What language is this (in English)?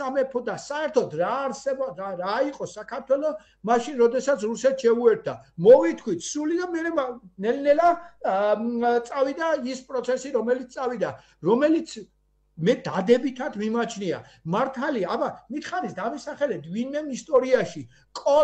Georgian